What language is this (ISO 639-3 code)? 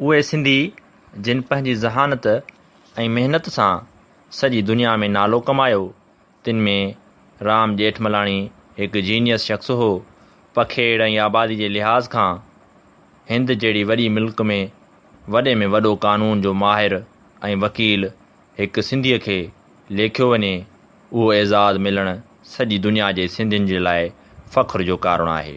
snd